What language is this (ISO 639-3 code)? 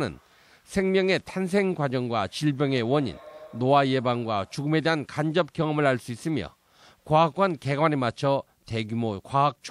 kor